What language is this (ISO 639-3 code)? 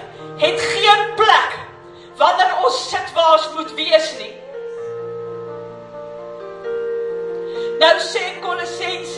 afr